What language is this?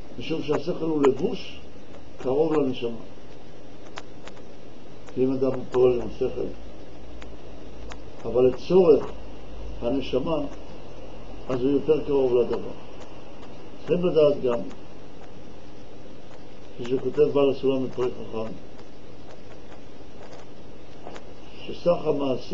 Hebrew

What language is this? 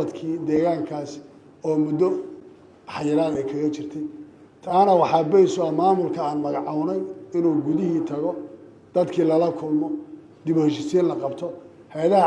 Somali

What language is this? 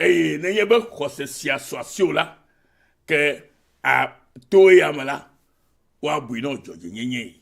Ewe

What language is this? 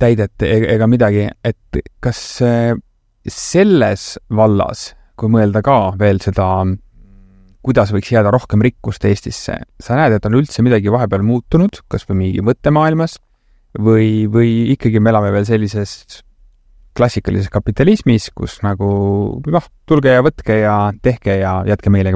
Estonian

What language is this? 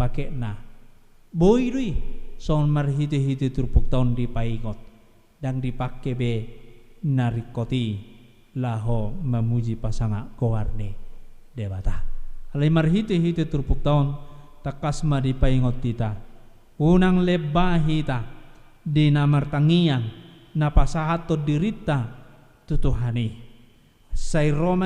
Batak Toba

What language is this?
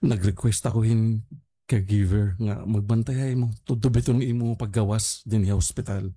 Waray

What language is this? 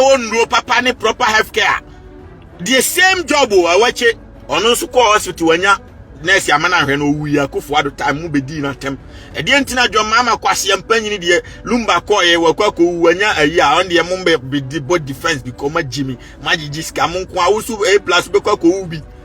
Akan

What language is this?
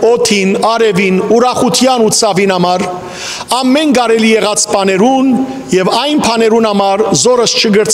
Western Armenian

